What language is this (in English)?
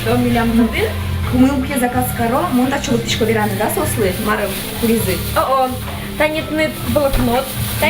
Udmurt